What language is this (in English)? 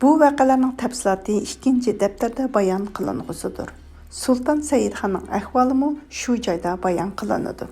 Uyghur